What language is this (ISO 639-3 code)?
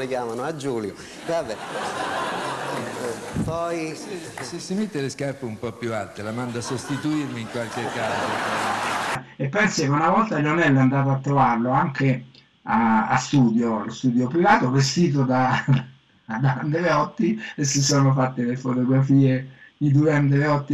ita